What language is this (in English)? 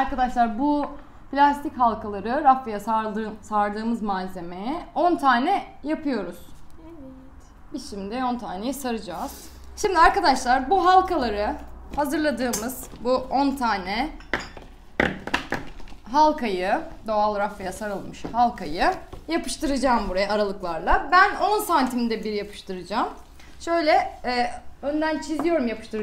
Turkish